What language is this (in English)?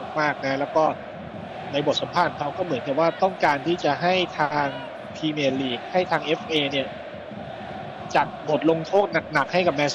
Thai